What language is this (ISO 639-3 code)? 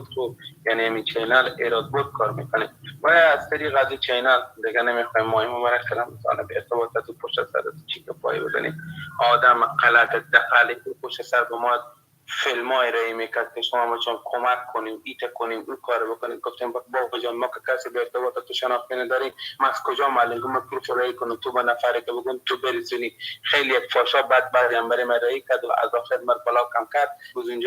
fas